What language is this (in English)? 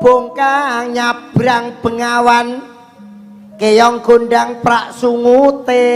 Javanese